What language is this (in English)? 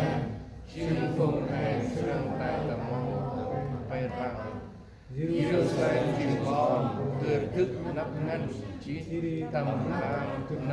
Central Mnong